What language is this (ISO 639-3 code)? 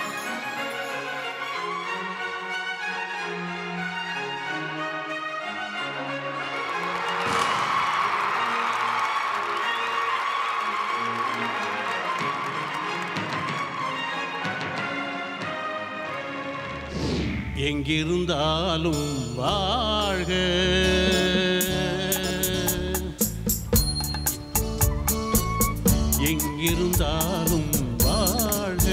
tam